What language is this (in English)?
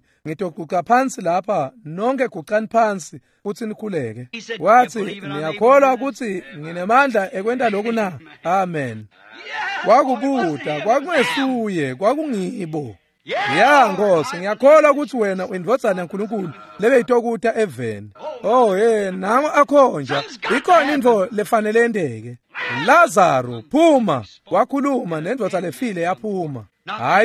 Swati